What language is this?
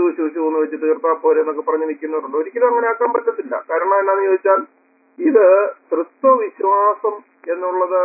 Malayalam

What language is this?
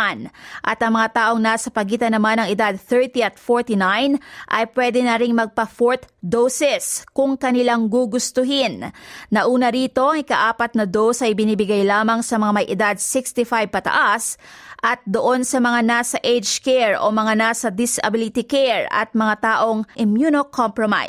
Filipino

